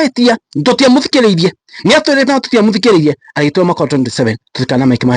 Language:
Kikuyu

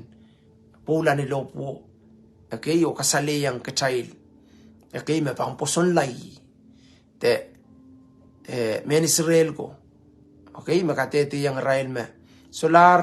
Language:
Pohnpeian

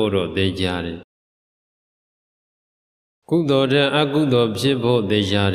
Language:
Burmese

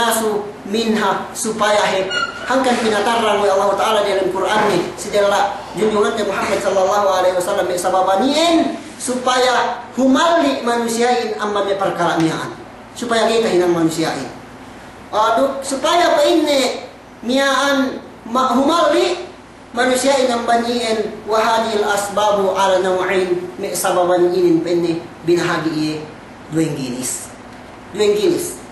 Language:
Yakan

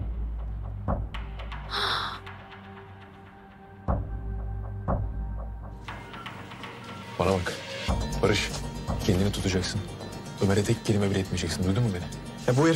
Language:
Turkish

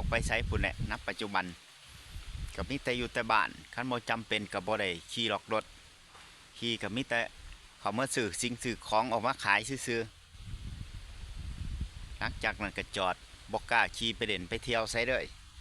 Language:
Lao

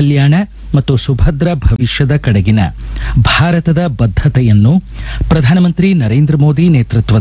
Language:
Kannada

